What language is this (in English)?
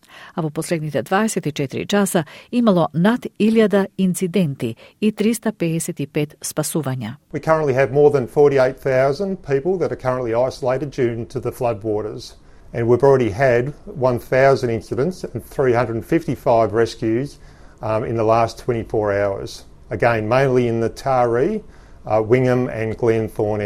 Macedonian